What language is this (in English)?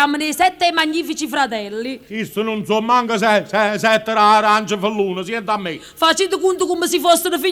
Neapolitan